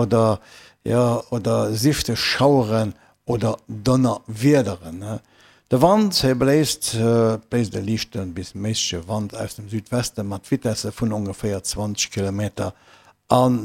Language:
Luxembourgish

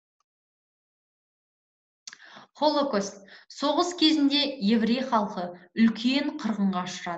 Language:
Kazakh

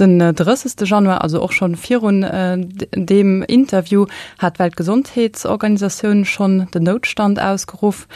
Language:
Luxembourgish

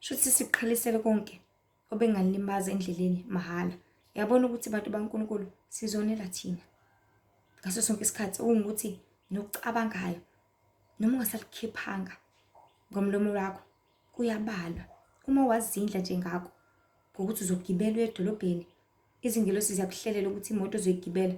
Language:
Zulu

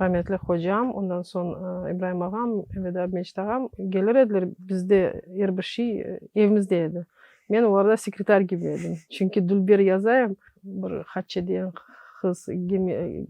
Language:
Crimean Tatar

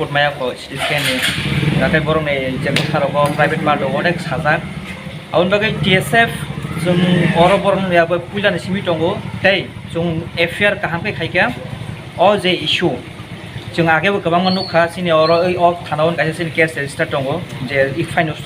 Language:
Kok Borok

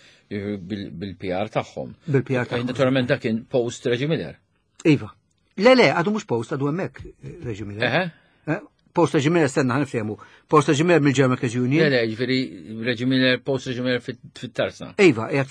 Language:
Maltese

